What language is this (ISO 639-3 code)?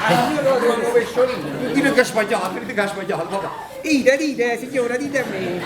nap